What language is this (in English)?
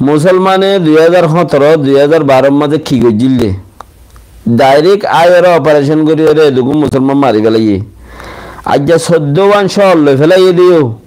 Rohingya